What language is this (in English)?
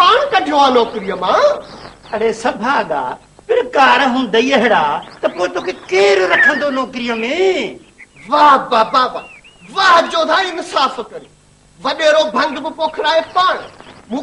Sindhi